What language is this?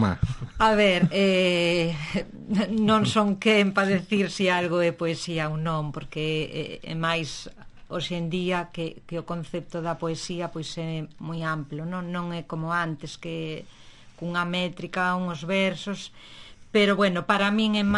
Galician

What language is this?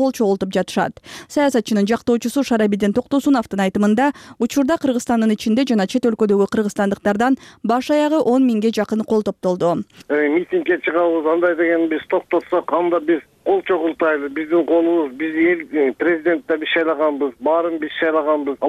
Kyrgyz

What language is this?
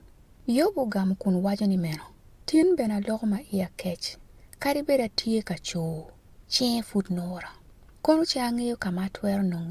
Acoli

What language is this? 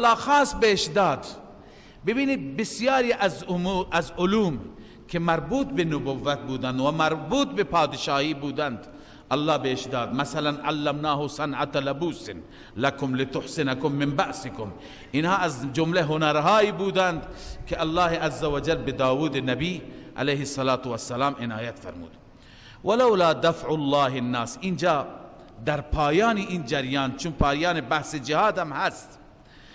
Persian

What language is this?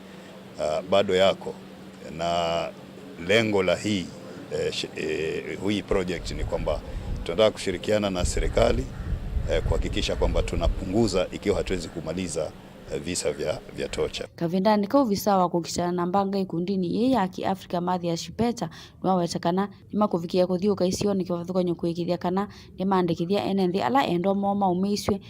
Kamba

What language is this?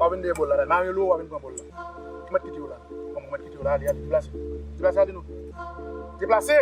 Haitian Creole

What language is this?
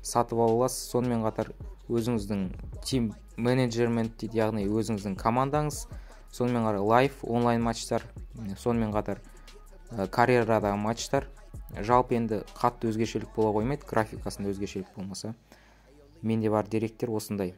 Kazakh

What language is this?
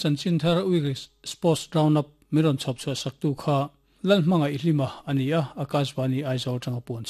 Mizo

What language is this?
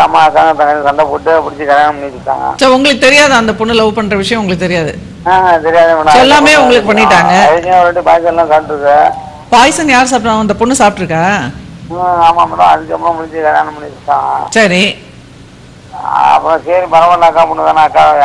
Tamil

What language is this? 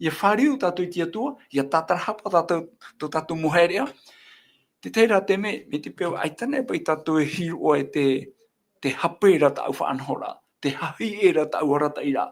Tahitian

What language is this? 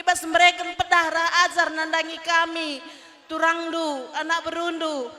Batak Karo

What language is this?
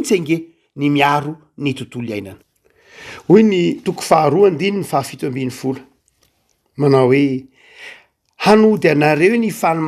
Malagasy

